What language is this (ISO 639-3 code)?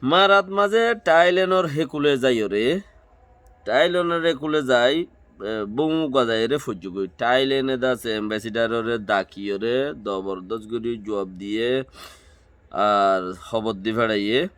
rhg